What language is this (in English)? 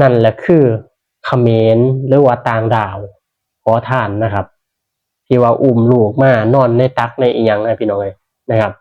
Northeastern Thai